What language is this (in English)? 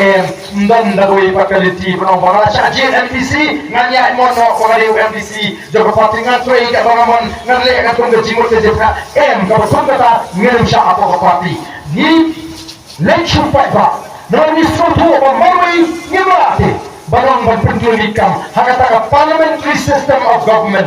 Khasi